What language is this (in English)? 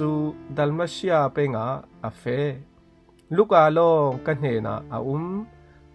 Falam Chin